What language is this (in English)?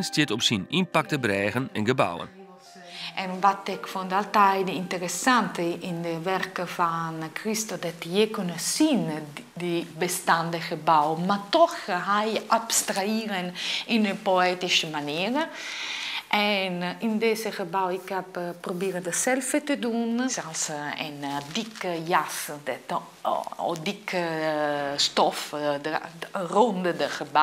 Western Frisian